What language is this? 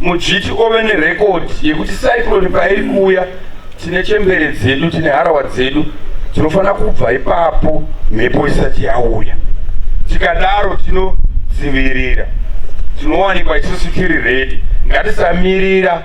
Shona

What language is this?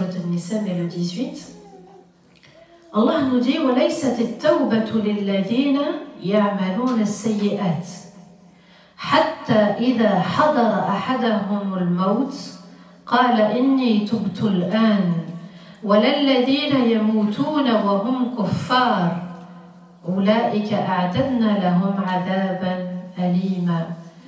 French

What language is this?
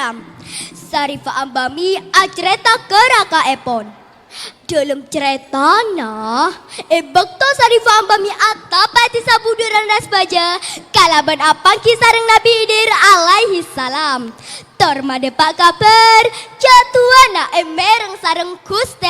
Madurese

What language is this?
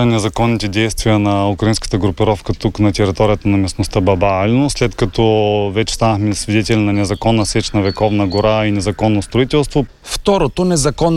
Bulgarian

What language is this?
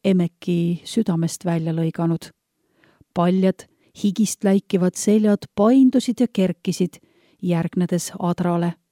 Estonian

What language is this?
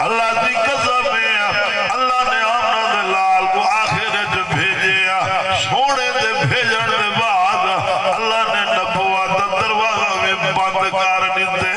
Saraiki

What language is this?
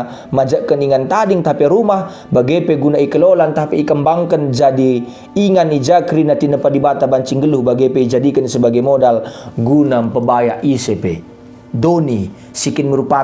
Batak Karo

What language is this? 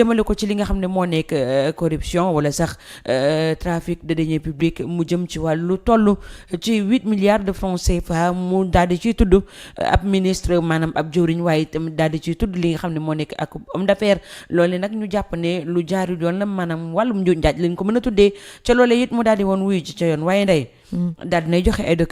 Wolof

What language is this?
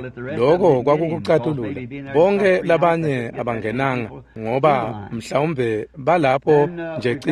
Swati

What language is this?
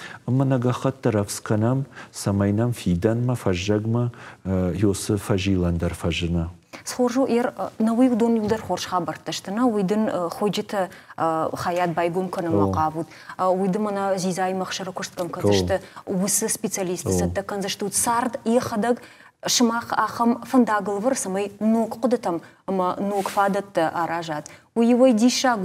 Ossetic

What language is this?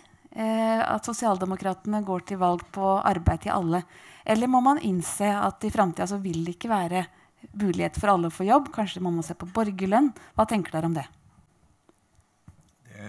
Norwegian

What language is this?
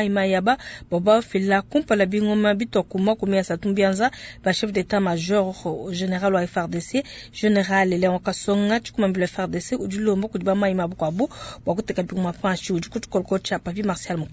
Luba-Lulua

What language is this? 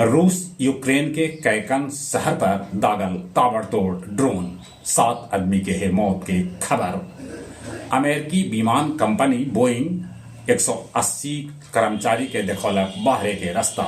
Magahi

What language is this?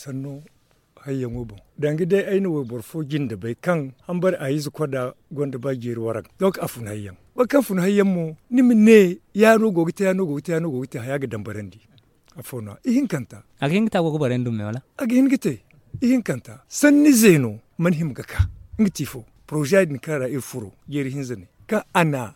Zarma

